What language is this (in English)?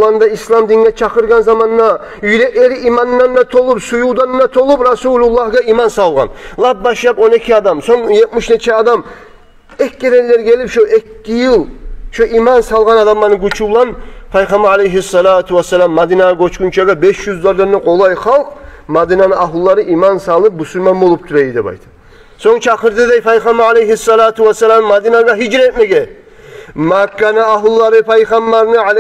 Kumyk